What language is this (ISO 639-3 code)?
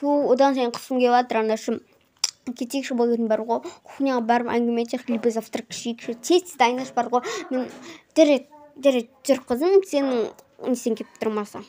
kaz